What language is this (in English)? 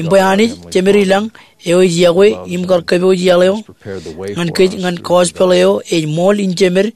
Marshallese